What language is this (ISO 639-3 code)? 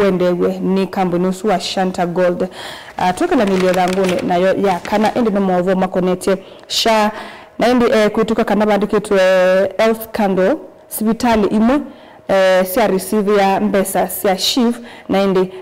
kam